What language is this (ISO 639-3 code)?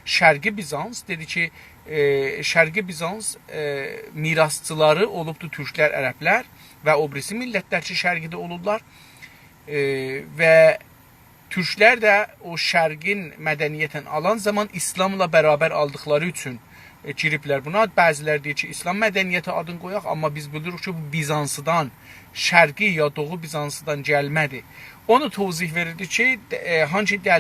azb